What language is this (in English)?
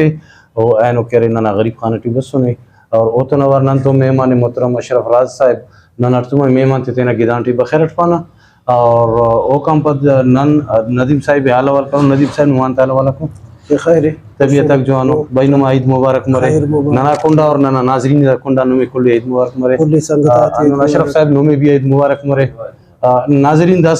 Brahui